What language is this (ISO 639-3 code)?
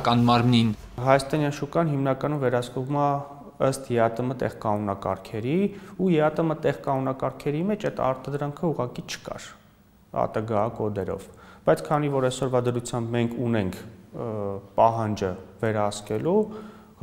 hye